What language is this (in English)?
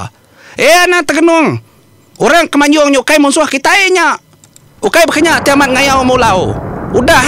Iban